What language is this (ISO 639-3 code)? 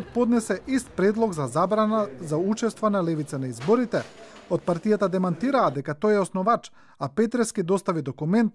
mkd